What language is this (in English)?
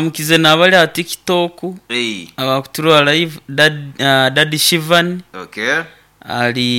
Nyoro